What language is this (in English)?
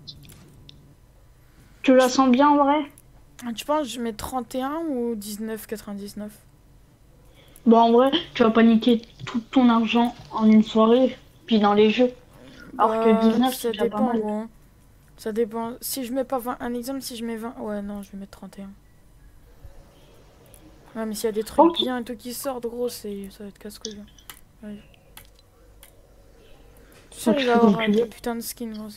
French